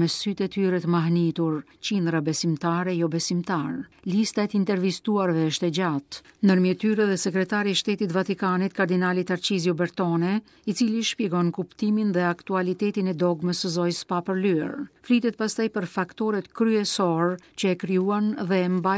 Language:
Albanian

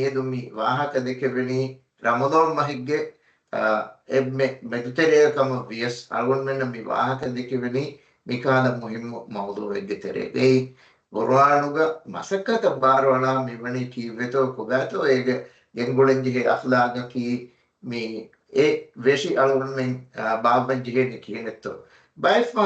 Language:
Divehi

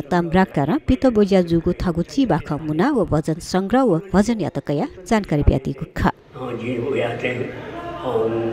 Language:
Newari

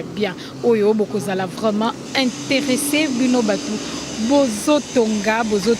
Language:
Lingala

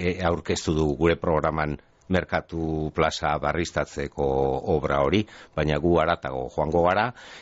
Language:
Basque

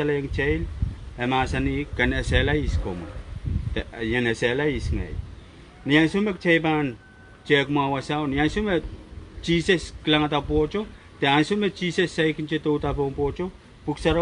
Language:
Pohnpeian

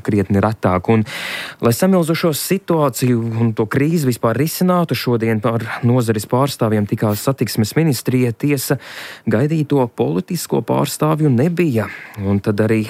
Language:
Latvian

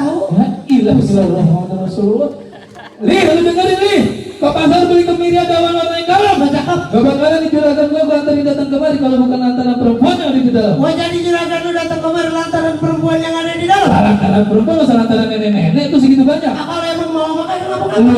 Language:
Betawi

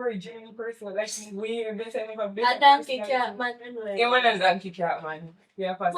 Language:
Jamaican Creole English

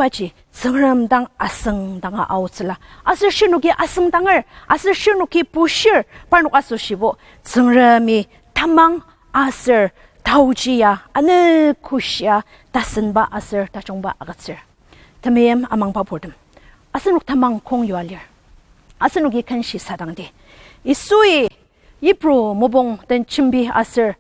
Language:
Ao Naga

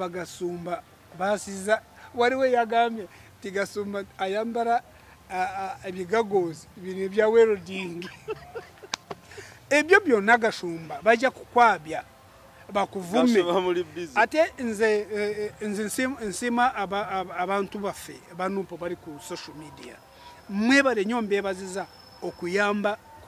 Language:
Ganda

